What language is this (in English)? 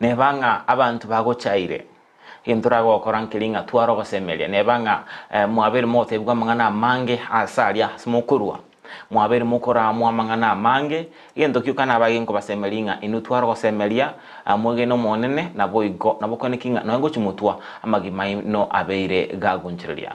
Gusii